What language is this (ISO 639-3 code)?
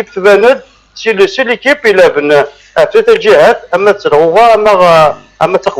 kab